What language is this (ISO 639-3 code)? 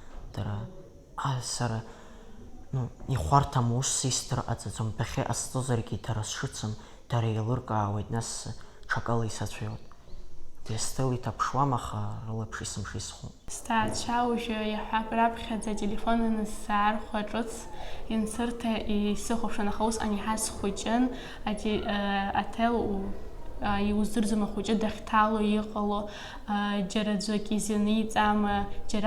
abk